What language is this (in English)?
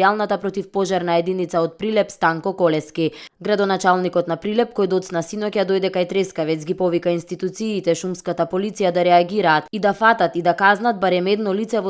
Macedonian